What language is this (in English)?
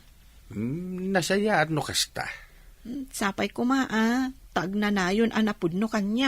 Iloko